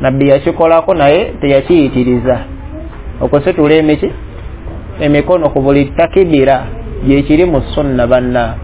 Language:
Ganda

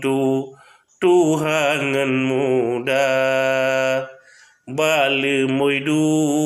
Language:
Achinese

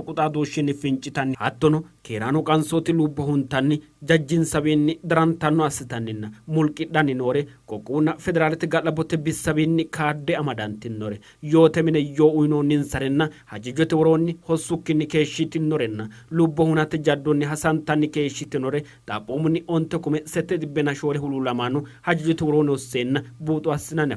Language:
Sidamo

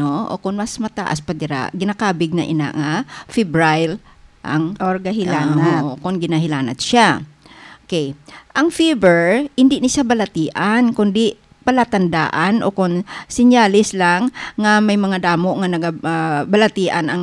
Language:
Hiligaynon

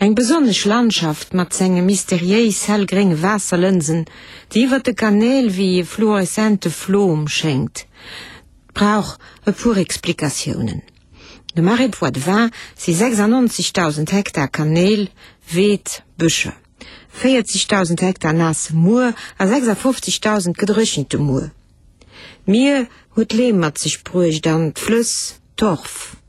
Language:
Luxembourgish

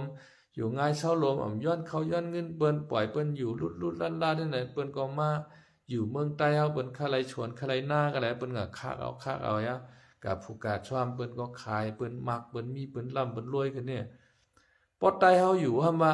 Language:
Shan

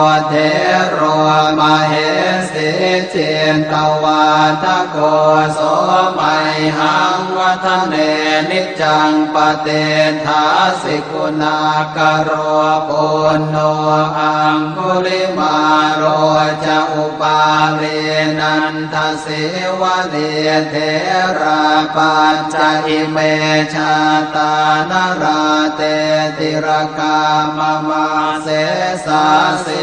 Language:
Pali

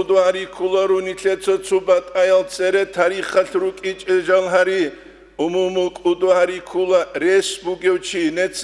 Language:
Avaric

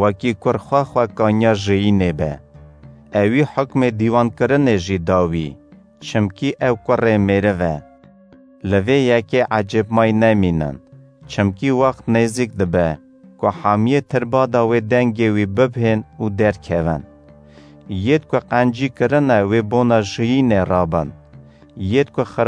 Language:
Kurdish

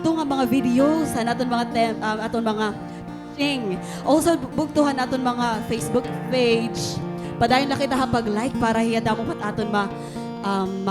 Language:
Waray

